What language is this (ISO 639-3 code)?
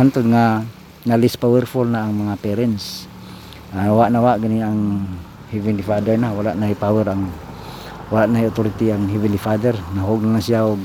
ceb